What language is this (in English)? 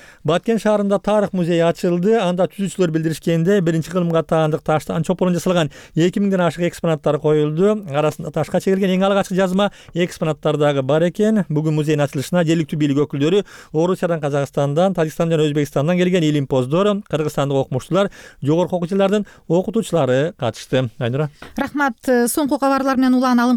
Kyrgyz